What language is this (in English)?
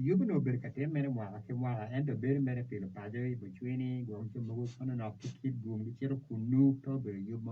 Acoli